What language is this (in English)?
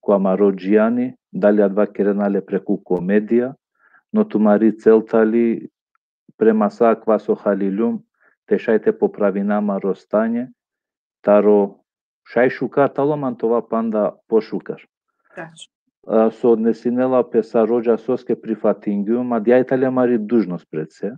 Balkan Romani